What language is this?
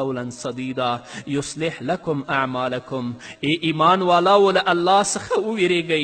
Pashto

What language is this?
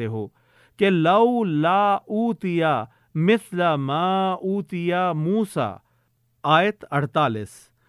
Urdu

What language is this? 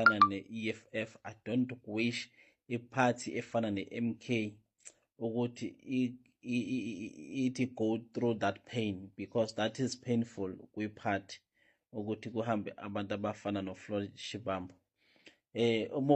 Zulu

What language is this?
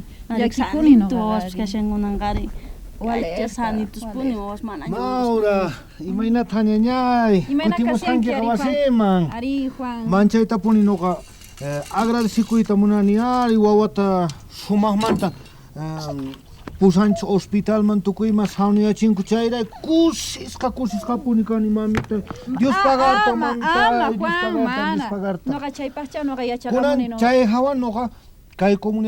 South Bolivian Quechua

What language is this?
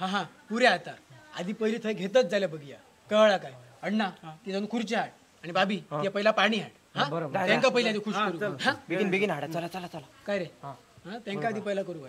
Konkani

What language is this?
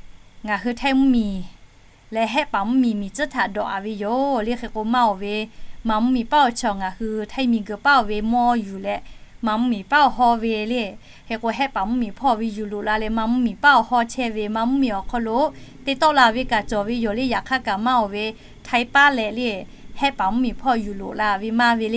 Lahu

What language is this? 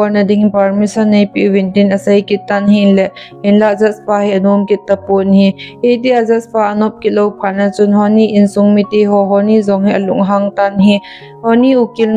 Thado Chin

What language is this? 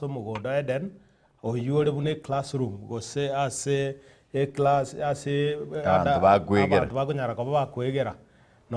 Gusii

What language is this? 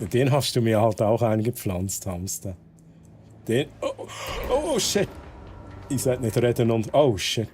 Swiss German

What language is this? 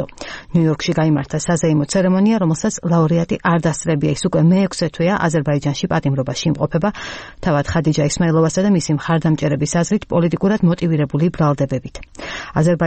Georgian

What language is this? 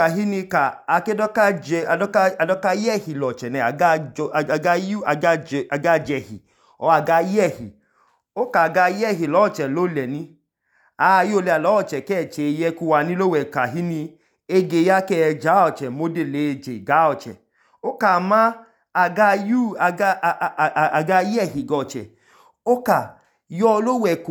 Idoma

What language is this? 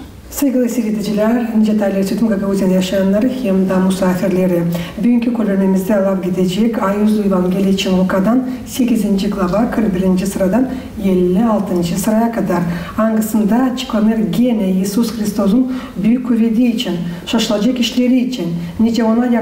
Gagauz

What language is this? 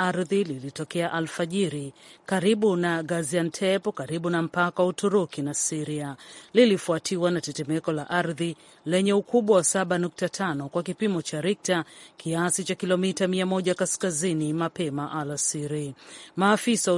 Swahili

